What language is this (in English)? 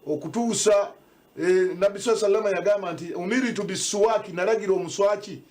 Nyankole